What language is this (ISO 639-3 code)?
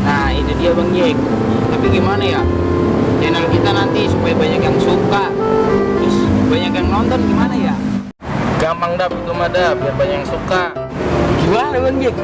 bew